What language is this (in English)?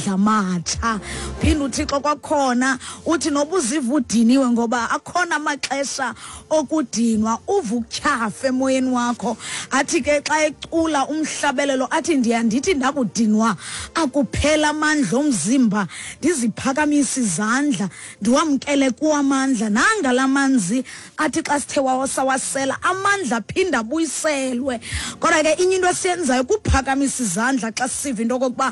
Xhosa